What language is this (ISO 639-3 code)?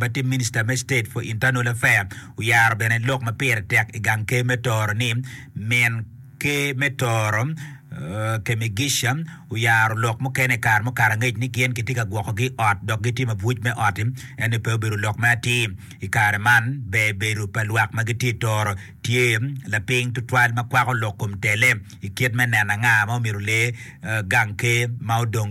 ach